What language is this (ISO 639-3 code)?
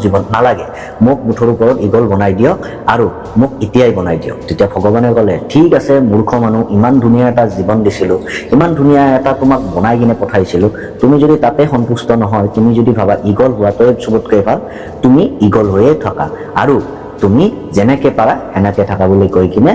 asm